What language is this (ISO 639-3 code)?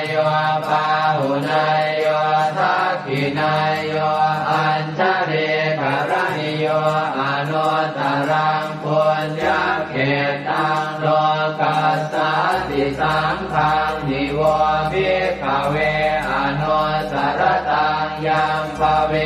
pli